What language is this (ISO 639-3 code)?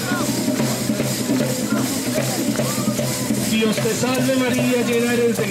spa